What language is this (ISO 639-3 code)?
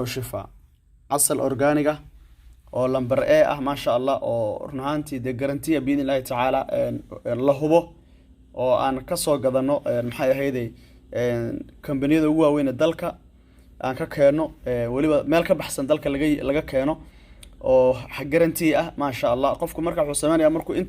som